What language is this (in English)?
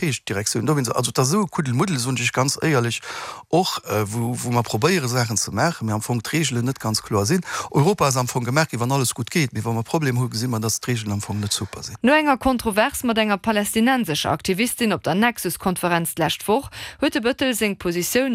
Luxembourgish